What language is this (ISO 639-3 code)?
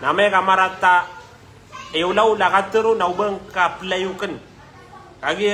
mrw